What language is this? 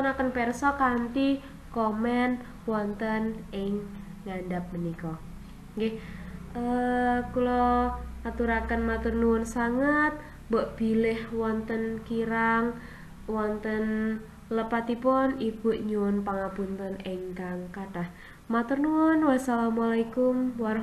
Javanese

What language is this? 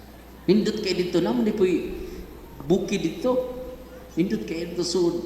Cebuano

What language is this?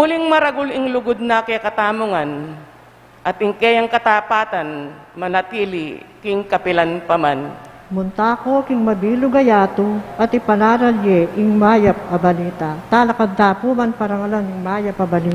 Pampanga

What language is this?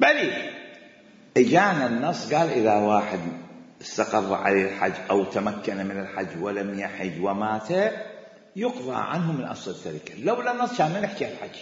Mesopotamian Arabic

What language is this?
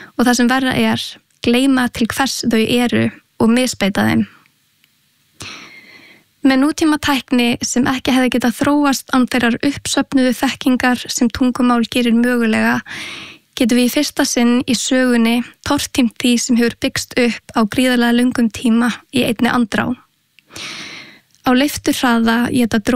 Icelandic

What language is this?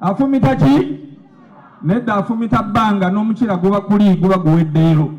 Ganda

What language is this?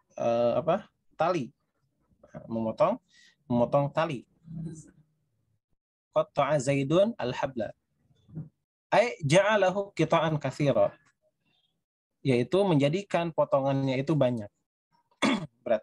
Indonesian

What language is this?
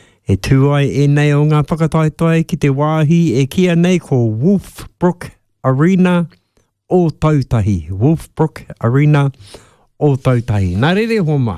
Māori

